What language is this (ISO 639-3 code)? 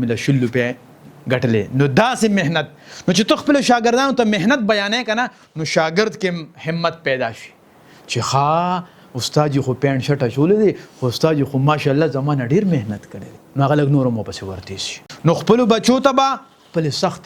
pus